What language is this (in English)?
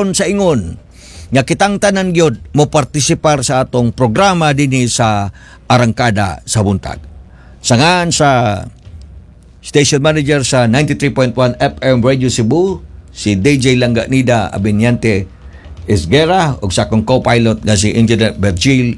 Cebuano